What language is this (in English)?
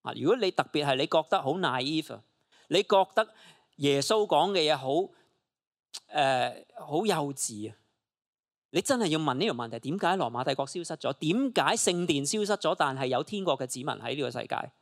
Cantonese